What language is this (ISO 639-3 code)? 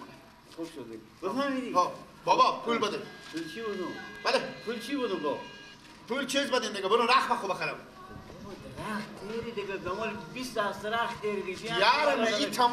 fas